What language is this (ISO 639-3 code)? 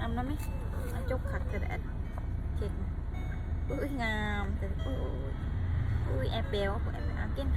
lao